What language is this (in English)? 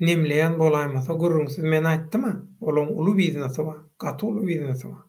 Turkmen